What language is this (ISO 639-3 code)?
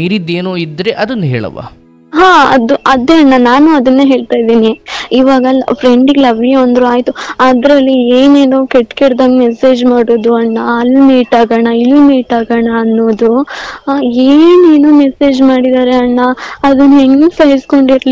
kan